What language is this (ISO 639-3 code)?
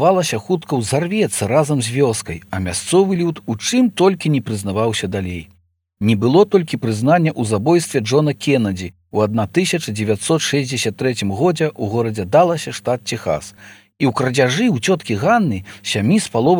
bel